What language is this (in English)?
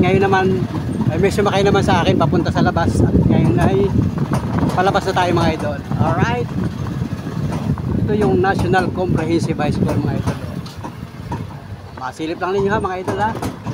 Filipino